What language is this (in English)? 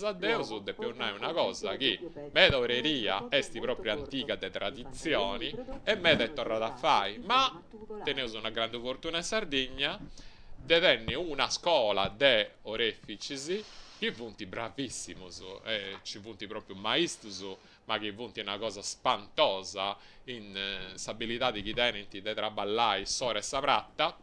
Sardinian